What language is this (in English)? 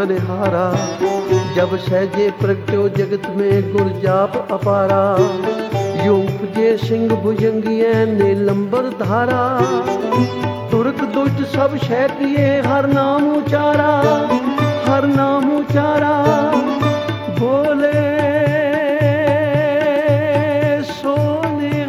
Punjabi